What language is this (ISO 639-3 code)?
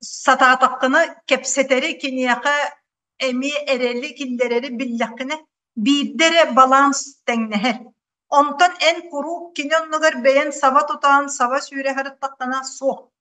sah